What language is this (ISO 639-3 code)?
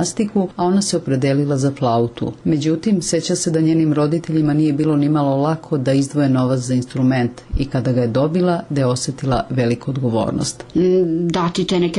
bos